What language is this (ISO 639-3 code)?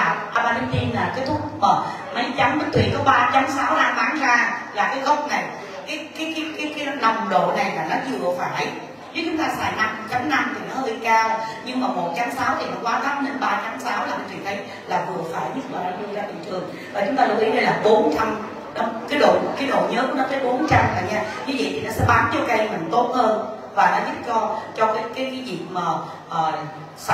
vie